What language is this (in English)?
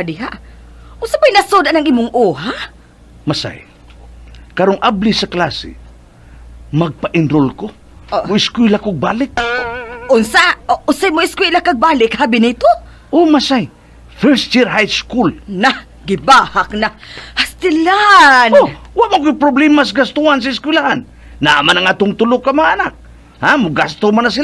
Cebuano